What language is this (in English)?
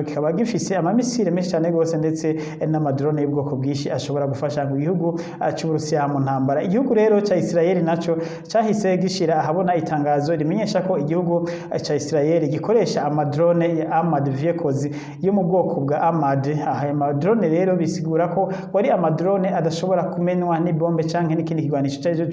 Rundi